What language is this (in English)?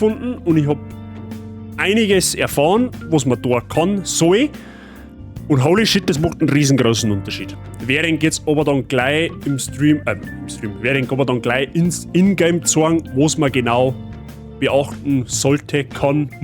Bavarian